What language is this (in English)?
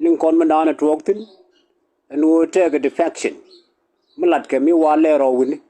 Nuer